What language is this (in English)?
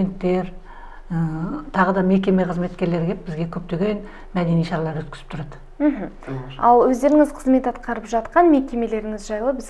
Kazakh